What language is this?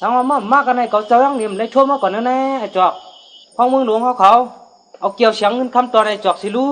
Shan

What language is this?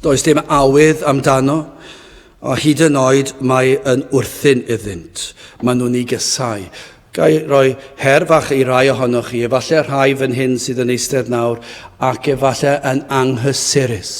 Welsh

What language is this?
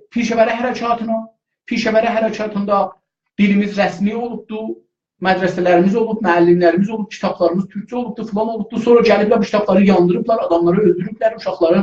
South Azerbaijani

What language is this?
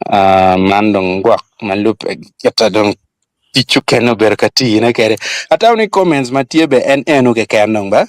Acoli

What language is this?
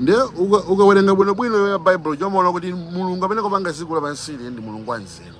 Nyanja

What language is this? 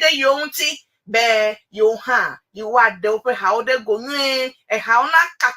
Ewe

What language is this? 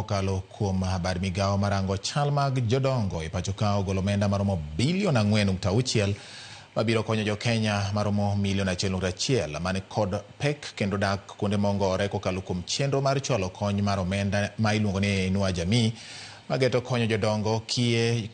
Luo (Kenya and Tanzania)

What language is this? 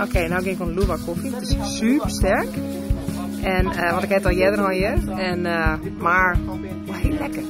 Western Frisian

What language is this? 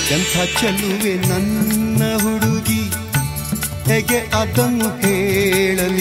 Kannada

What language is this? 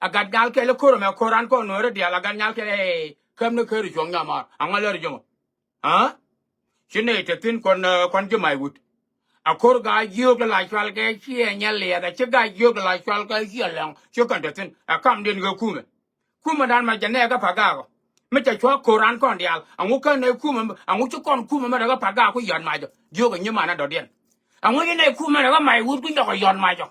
Nuer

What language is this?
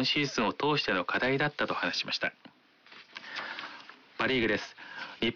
Japanese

